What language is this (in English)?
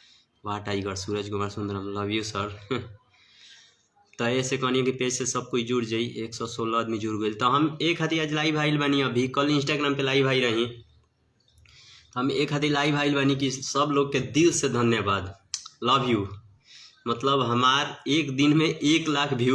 Bhojpuri